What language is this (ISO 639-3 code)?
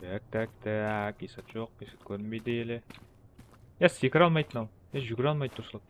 kaa